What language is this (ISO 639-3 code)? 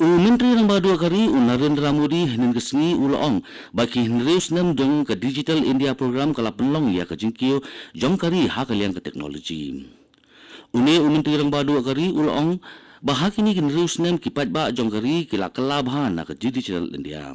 kha